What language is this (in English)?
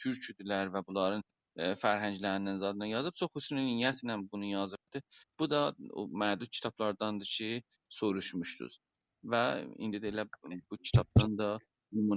South Azerbaijani